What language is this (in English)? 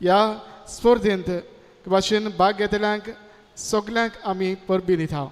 Konkani